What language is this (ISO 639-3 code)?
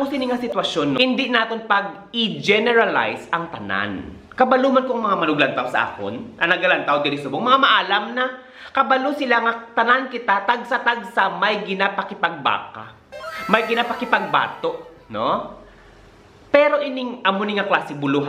hil